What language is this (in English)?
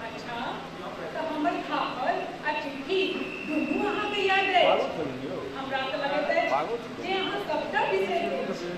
Maithili